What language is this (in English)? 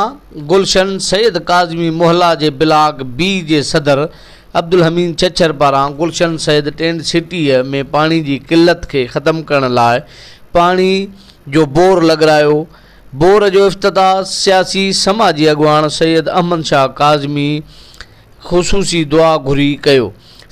Sindhi